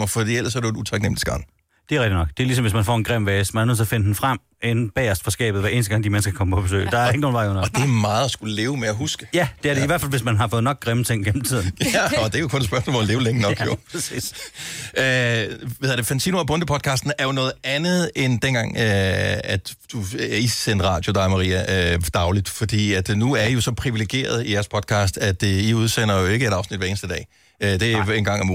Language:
Danish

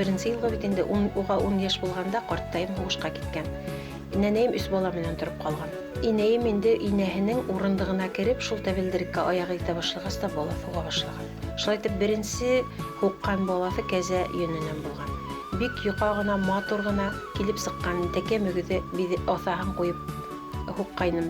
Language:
Bashkir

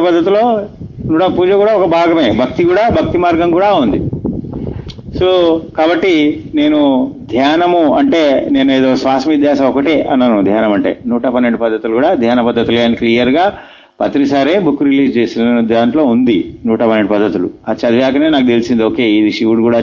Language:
Telugu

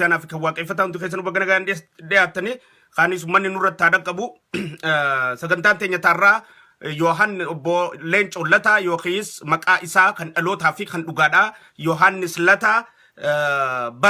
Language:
Oromo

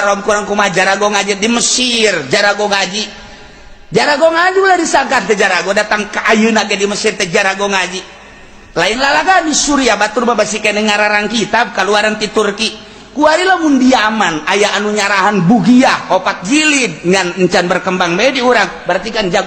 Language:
Sundanese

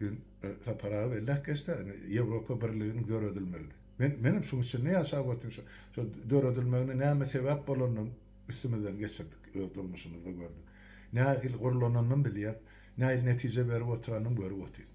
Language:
Turkmen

